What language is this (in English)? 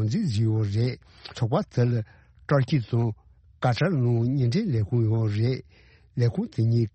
Tibetan